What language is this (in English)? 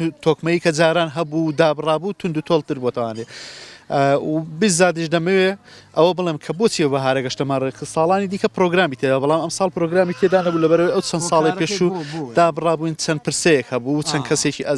Central Kurdish